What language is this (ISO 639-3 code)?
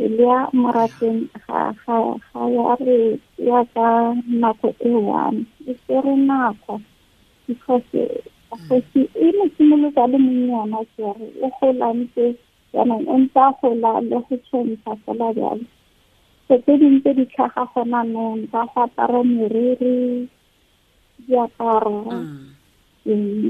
tsn